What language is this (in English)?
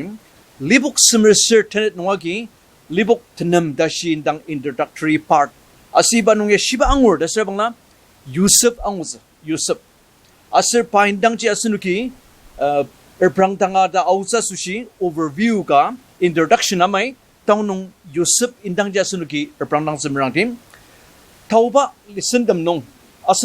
Ao Naga